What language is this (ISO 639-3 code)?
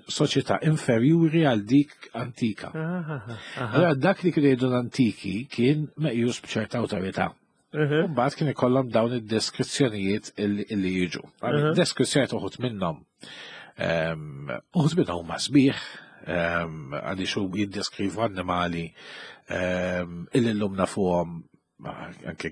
mlt